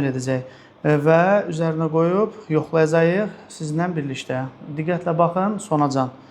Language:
Azerbaijani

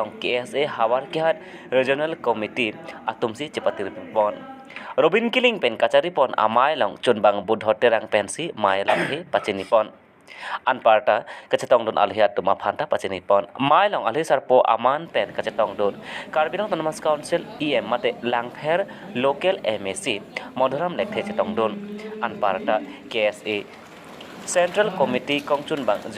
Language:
Karbi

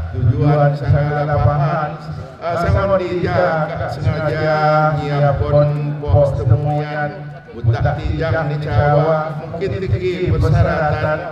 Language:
Lampung Api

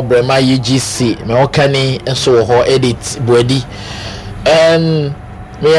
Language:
Akan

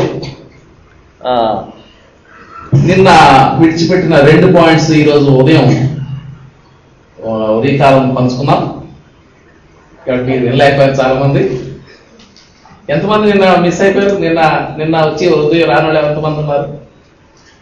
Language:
Telugu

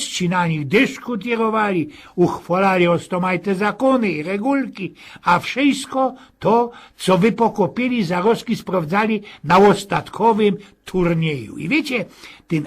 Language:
Silesian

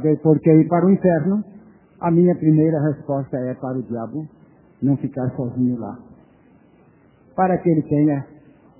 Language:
Portuguese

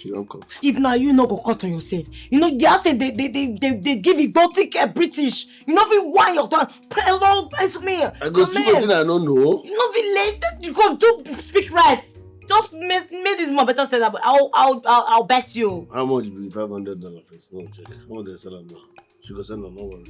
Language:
Nigerian Pidgin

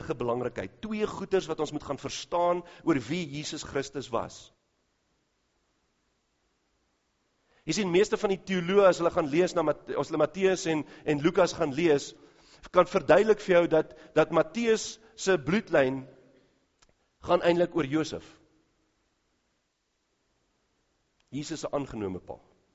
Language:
Afrikaans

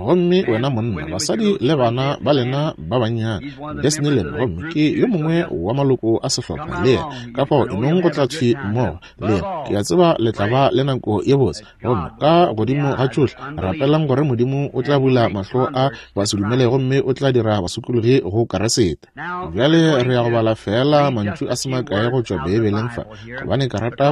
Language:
Northern Sotho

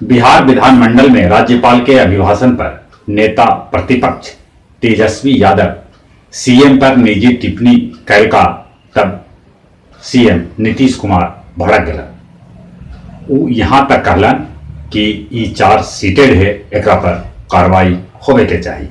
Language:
Magahi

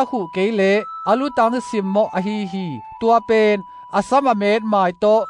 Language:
Tedim Chin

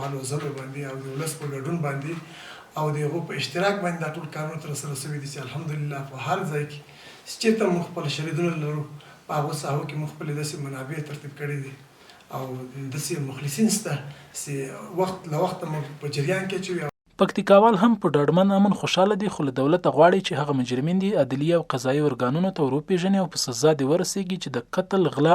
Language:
Pashto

